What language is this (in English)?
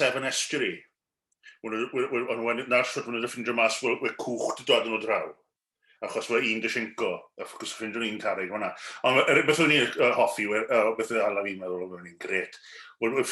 Welsh